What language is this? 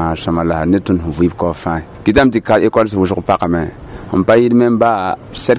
Mossi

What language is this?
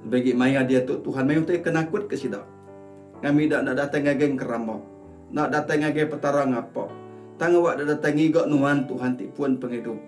Iban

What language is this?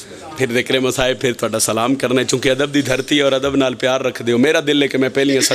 Pahari-Potwari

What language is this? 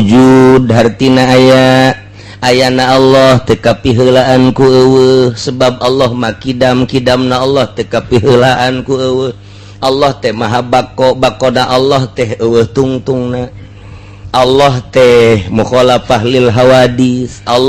Sundanese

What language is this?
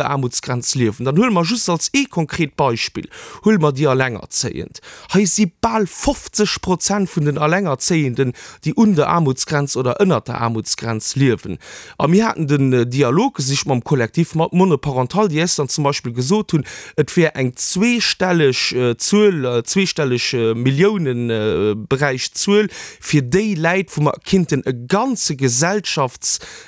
Luxembourgish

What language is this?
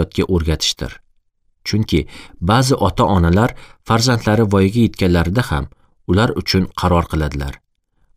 Uzbek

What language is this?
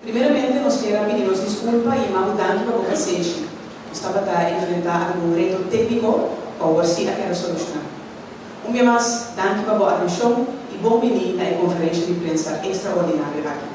Papiamento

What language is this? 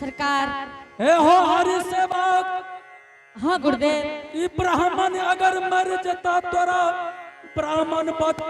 Angika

